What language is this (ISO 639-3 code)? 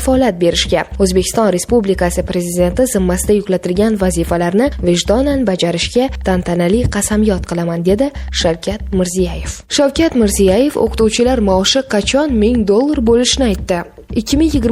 uzb